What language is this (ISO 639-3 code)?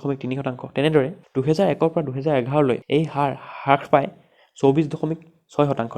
asm